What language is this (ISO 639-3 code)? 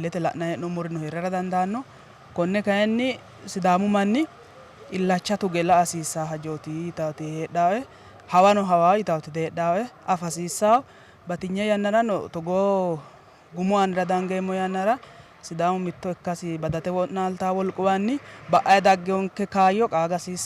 sid